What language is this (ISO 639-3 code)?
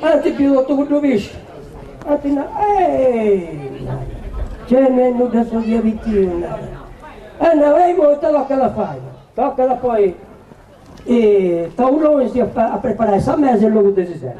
srd